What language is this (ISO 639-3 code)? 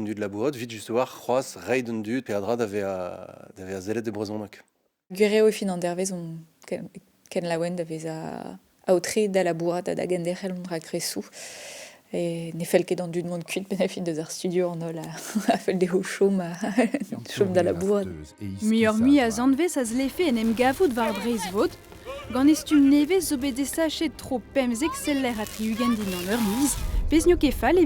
bre